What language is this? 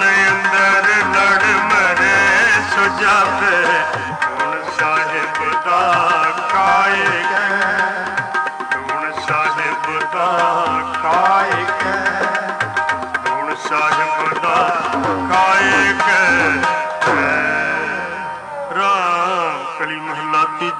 Punjabi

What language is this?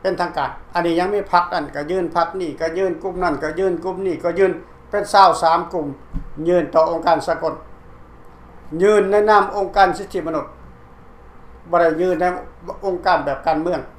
Lao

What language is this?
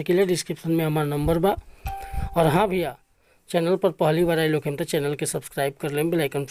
Bhojpuri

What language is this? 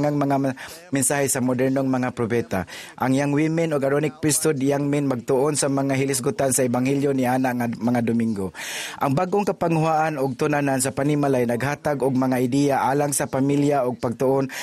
Cebuano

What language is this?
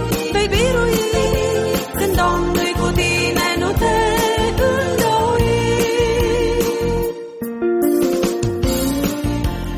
Romanian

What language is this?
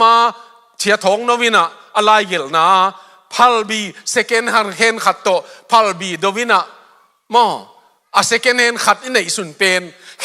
Tedim Chin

